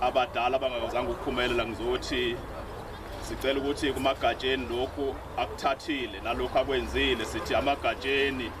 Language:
Zulu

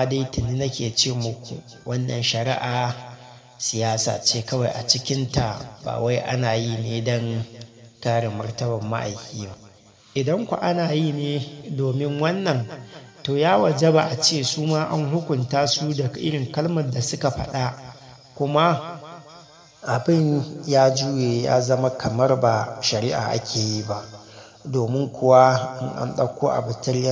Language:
Hausa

